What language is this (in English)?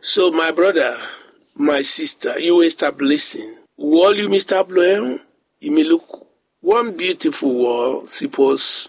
Bislama